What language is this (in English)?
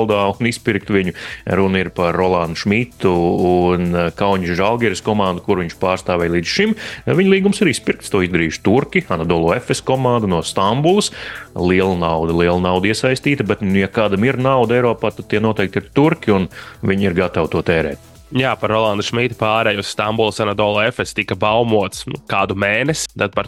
Latvian